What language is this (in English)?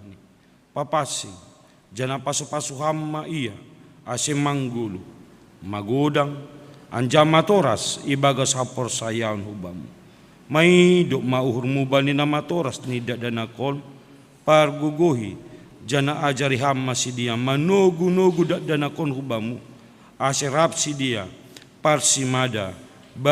Batak Simalungun